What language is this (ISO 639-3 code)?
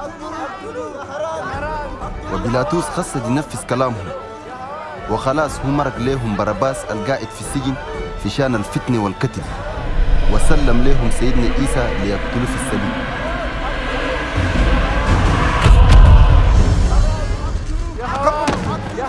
shu